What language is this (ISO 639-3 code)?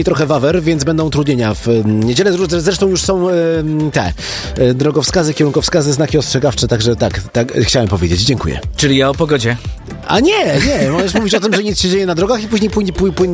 pol